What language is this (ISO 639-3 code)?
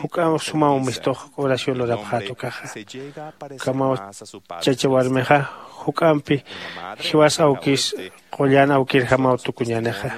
aym